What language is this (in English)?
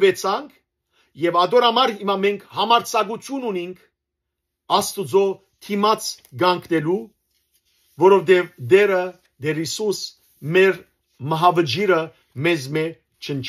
Western Armenian